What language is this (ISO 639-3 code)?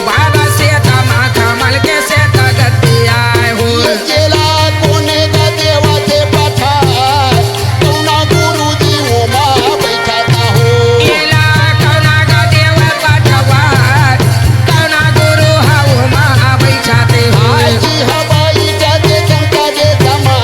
hne